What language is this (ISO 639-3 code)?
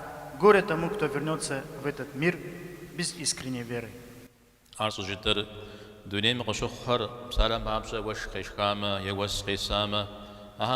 kbd